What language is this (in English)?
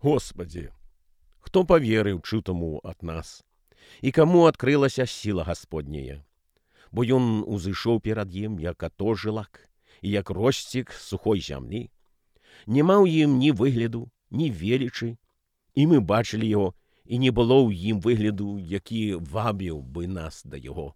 Belarusian